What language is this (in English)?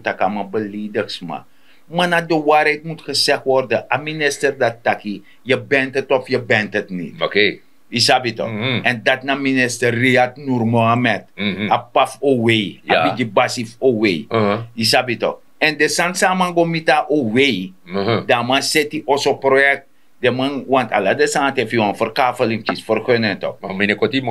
Sranan Tongo